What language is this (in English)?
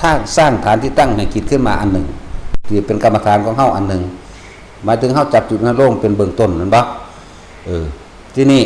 Northeastern Thai